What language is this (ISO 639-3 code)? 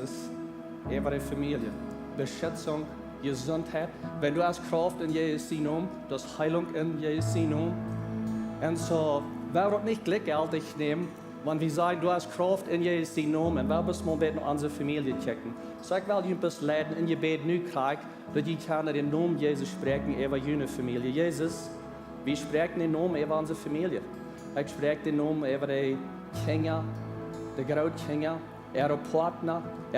pdt